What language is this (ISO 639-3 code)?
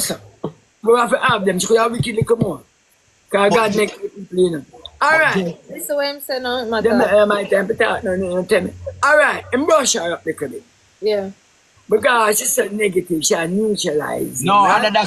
jam